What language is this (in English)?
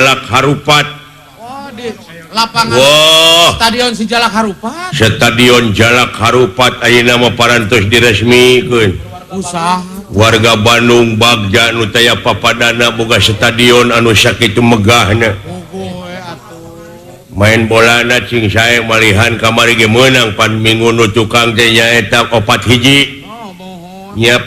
Sundanese